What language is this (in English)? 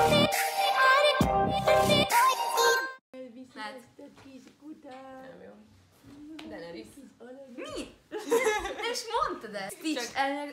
Hungarian